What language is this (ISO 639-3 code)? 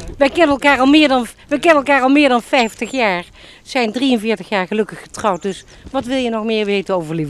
nld